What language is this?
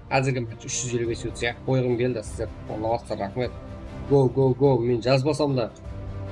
Kara-Kalpak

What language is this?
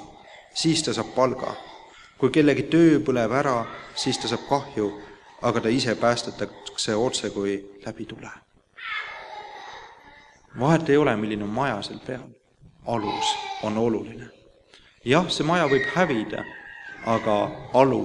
Estonian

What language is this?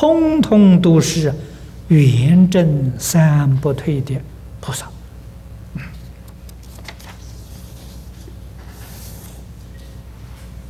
Chinese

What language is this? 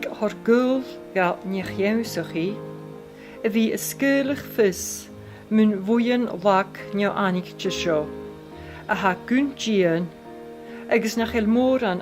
Scottish Gaelic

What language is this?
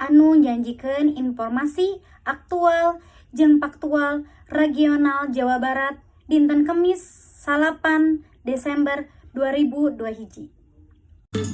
Sundanese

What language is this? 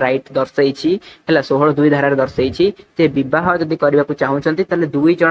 Odia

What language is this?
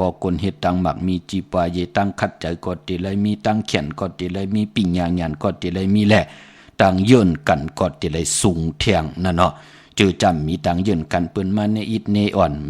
Shan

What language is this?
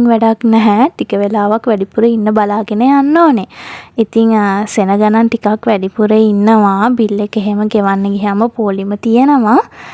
Sinhala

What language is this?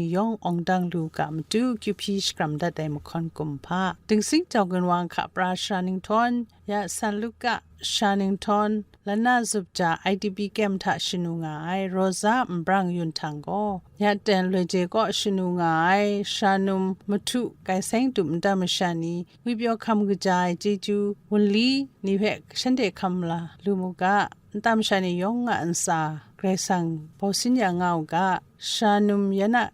Kachin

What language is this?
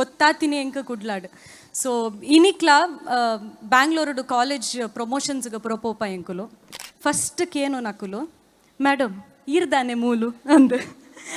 Tulu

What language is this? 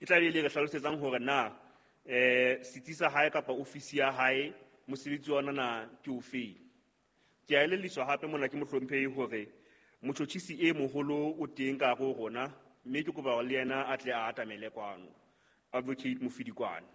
Southern Sotho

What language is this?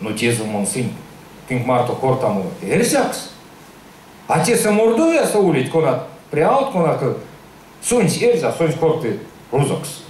Erzya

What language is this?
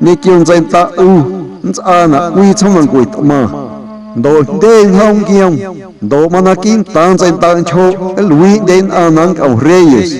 Guerrero Amuzgo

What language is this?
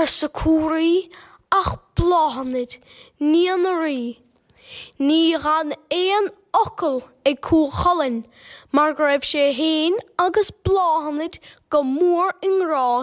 Irish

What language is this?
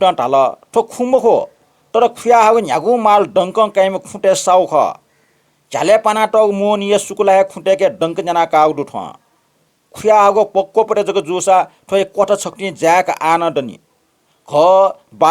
Newari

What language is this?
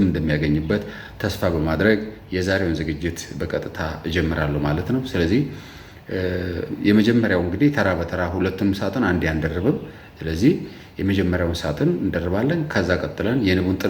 Amharic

